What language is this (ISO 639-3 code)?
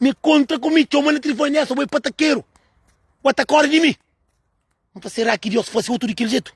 kea